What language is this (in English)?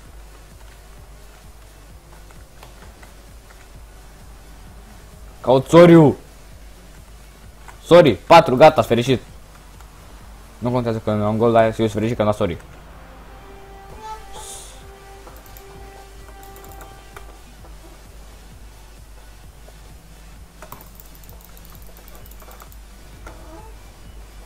Romanian